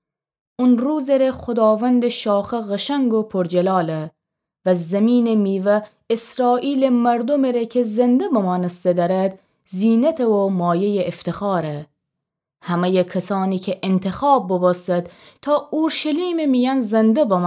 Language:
Gilaki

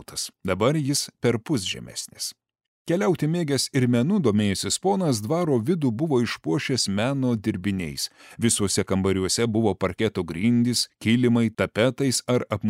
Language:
Lithuanian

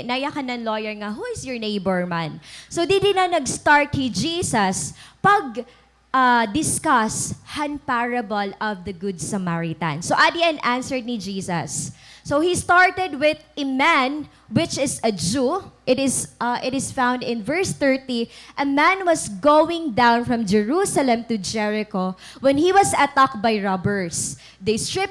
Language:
Waray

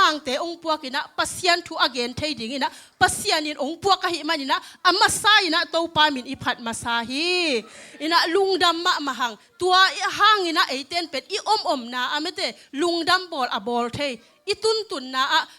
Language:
Tedim Chin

